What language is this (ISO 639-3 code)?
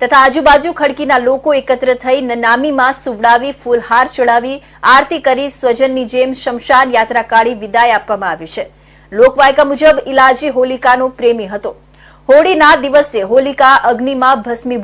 guj